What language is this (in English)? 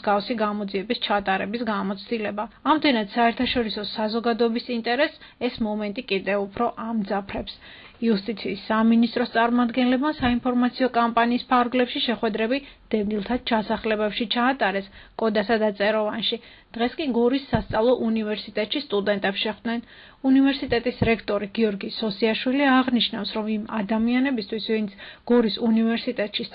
Georgian